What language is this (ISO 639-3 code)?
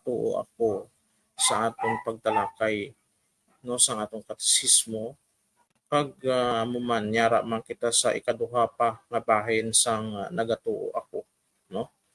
hil